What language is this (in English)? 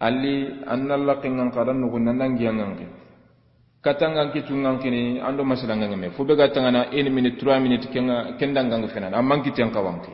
Soninke